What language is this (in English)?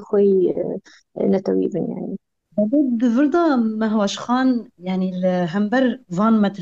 Kurdish